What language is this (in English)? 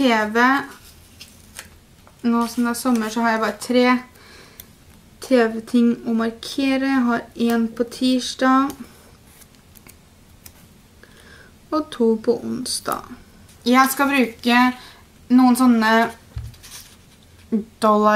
Norwegian